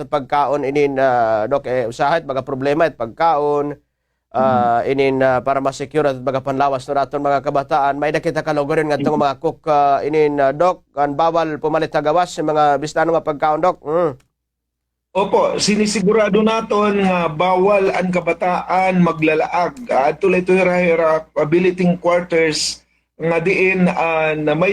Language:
Waray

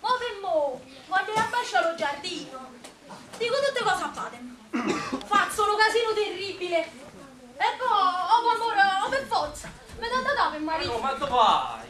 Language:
Neapolitan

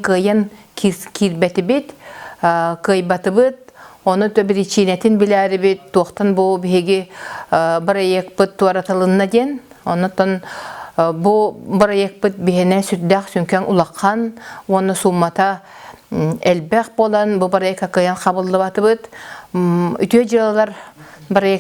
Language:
Yakut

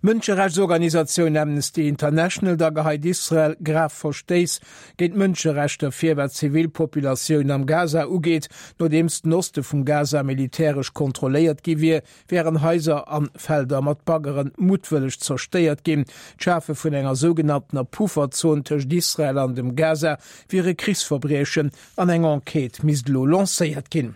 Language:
Luxembourgish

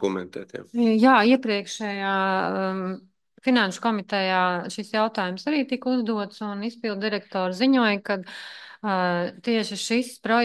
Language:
Latvian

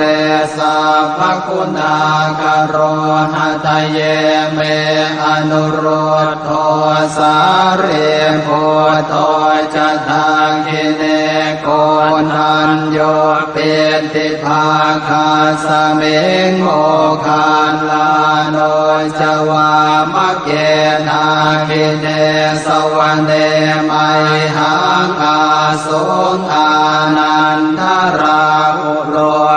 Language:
Pali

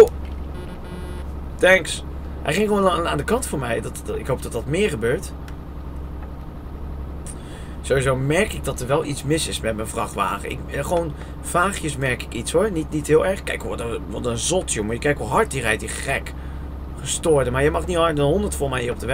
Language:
Dutch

